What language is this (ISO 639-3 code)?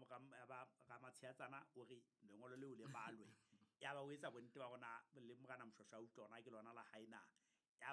sot